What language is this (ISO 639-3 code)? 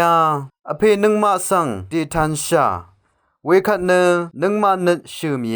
raw